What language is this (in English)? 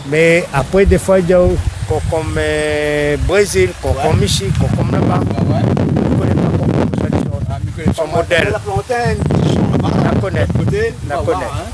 Réunion Creole French